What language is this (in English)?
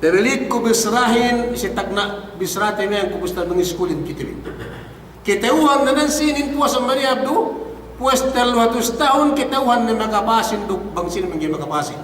Yakan